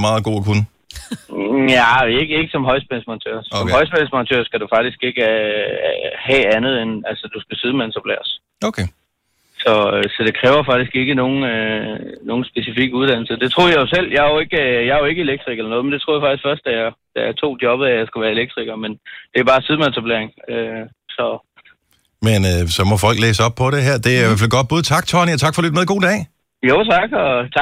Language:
Danish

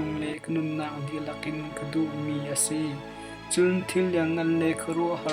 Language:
Hakha Chin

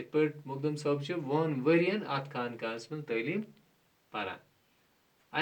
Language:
Kashmiri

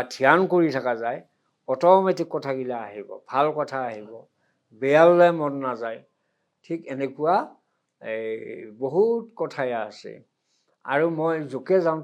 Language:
Assamese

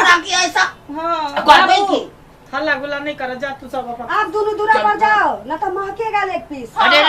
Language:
Maithili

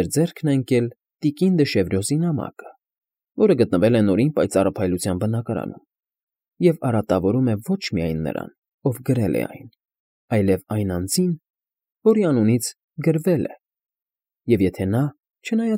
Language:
Armenian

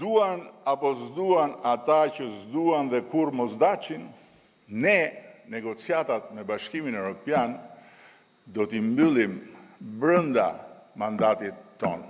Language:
Albanian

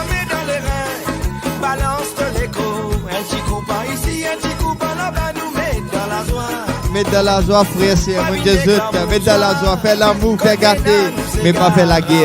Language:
Morisyen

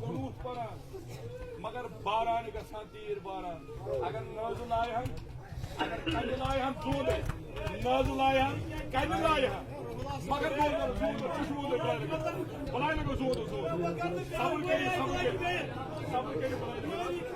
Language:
Kashmiri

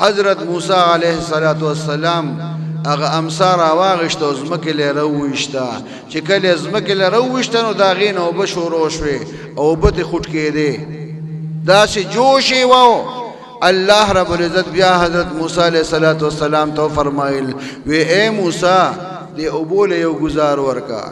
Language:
Pashto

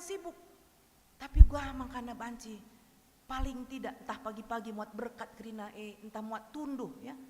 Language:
Batak Karo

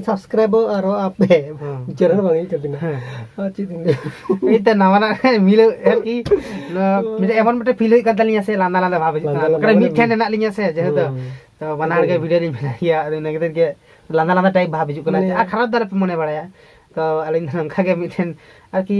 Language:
Santali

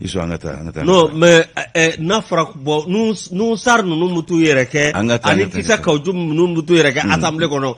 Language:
Bambara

